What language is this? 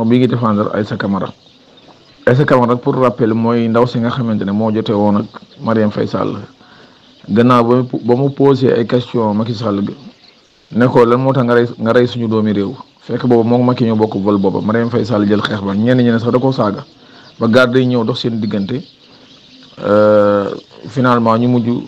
Wolof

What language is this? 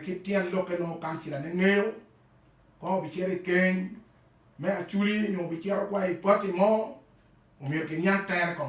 Acoli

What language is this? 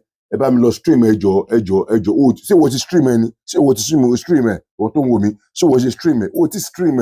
Yoruba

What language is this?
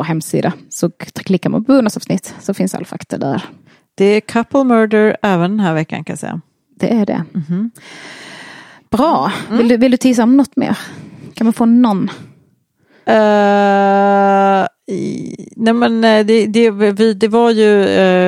Swedish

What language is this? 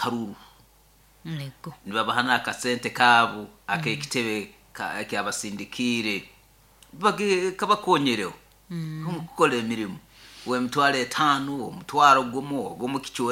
Nyoro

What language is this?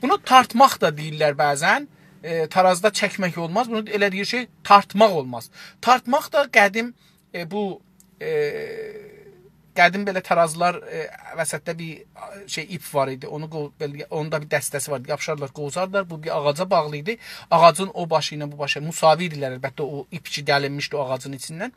South Azerbaijani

